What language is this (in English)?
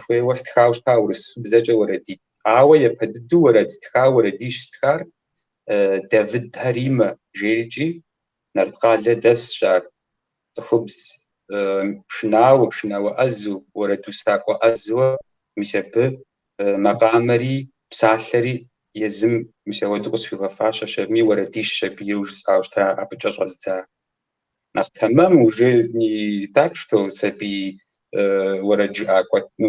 Kabardian